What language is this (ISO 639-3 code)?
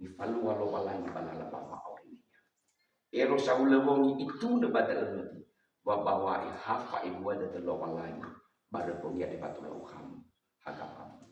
nia